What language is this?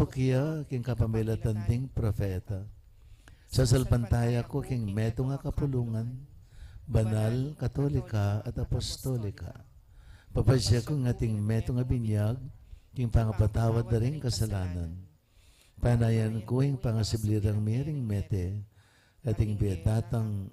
Pampanga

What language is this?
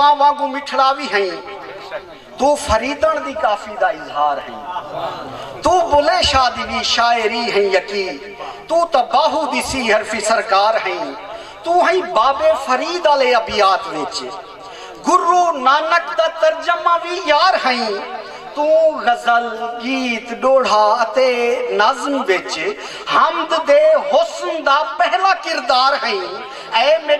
Saraiki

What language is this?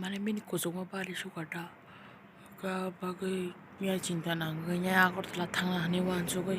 Kok Borok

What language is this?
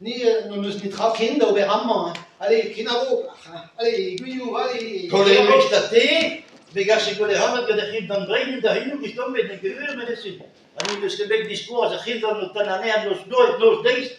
Breton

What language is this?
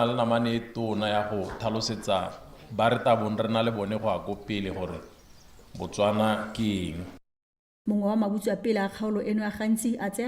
Tswana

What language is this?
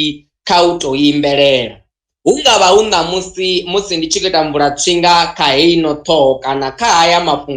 Venda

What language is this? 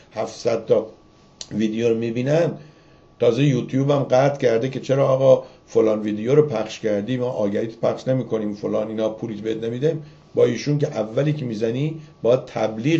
Persian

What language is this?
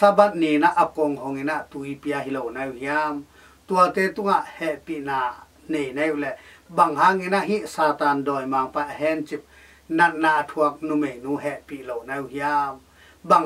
Tedim Chin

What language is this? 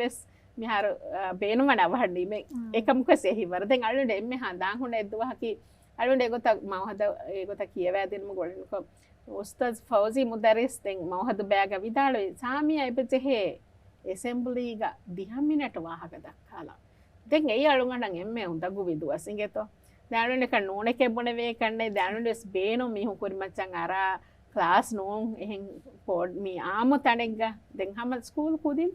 Divehi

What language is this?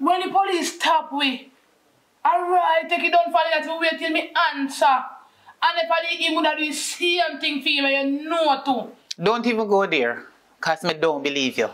Jamaican Creole English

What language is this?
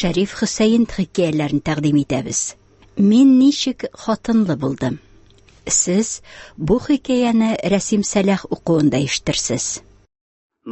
Tatar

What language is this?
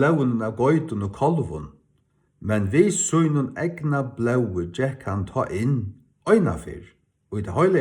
Faroese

